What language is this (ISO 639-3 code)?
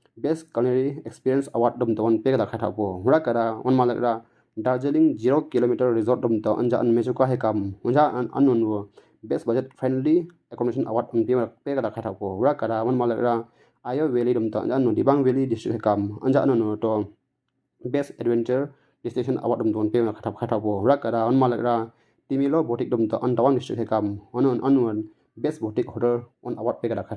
mxj